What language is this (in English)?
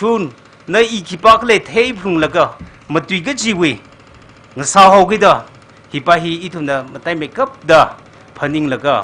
Tangkhul Naga (India)